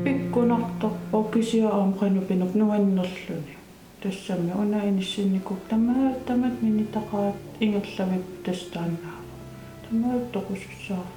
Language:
Kalaallisut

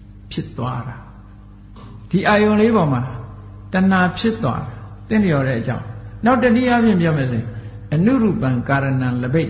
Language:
Burmese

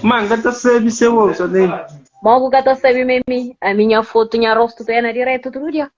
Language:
Kabuverdianu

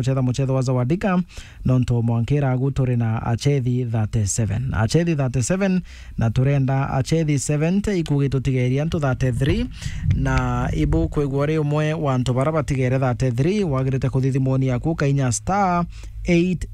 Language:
Meru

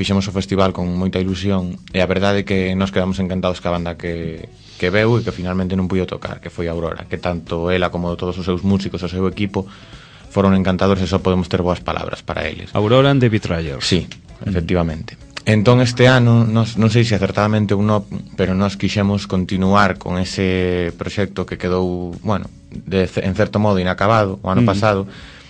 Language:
Galician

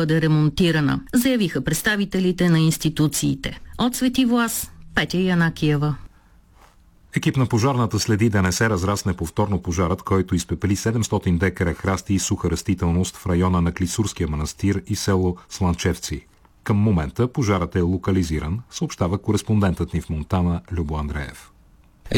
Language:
Bulgarian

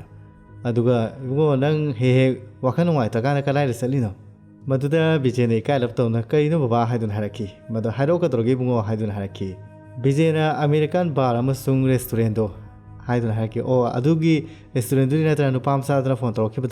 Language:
Manipuri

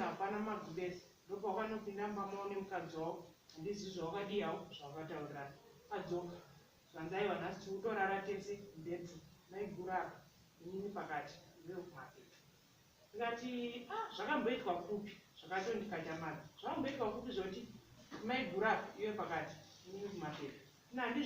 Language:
Shona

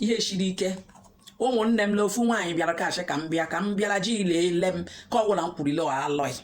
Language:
Igbo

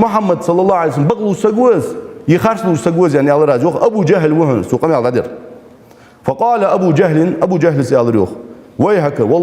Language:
Ingush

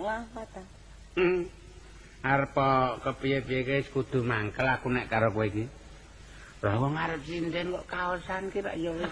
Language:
Javanese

